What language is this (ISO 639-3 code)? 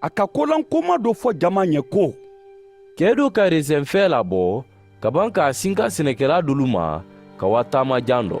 man